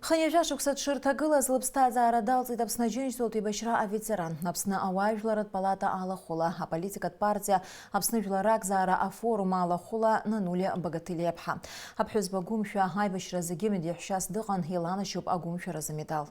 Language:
Abkhazian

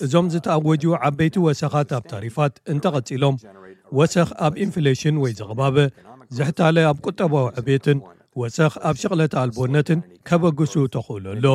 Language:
Tigrinya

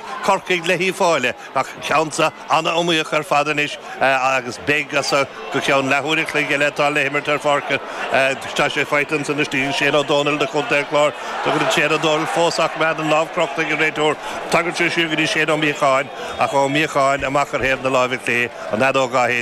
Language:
Irish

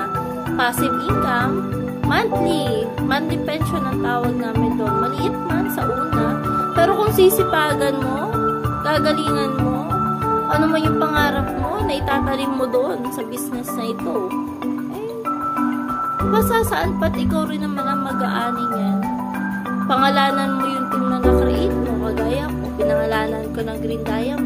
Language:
Filipino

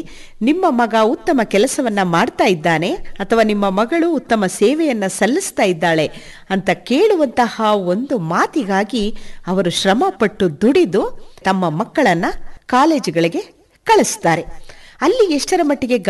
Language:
Kannada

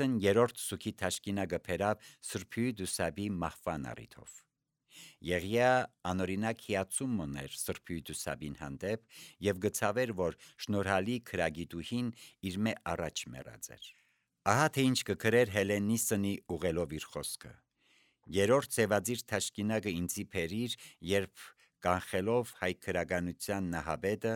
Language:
Armenian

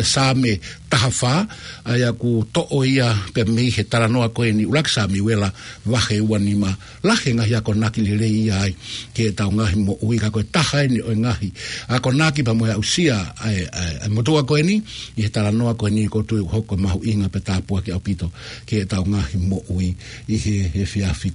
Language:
Tongan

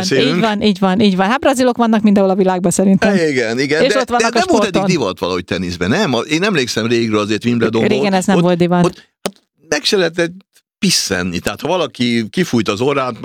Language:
Hungarian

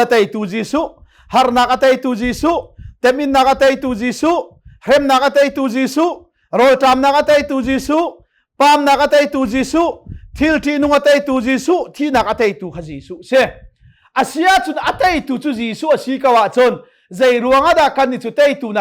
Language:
Hakha Chin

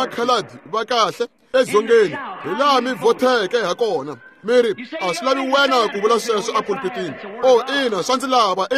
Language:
Tsonga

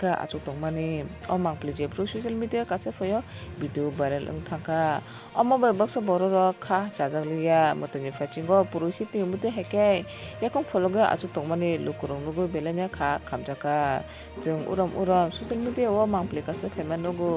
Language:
Kok Borok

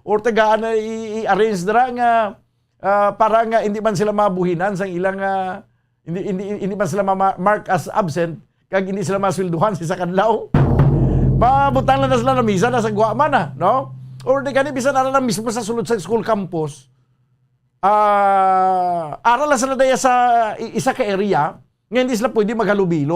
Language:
Hiligaynon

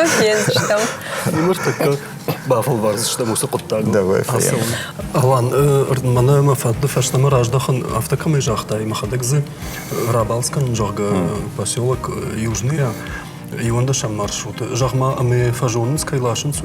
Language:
Ossetic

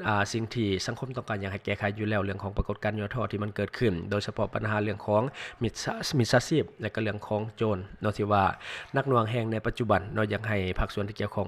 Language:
Lao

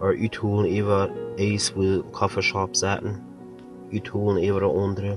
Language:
Plautdietsch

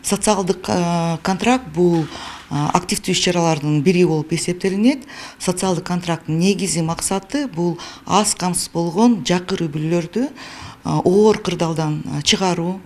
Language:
Kyrgyz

